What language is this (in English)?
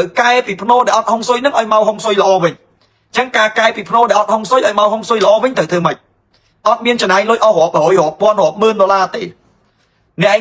Khmer